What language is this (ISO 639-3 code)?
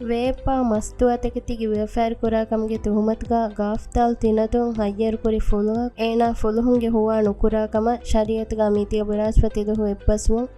div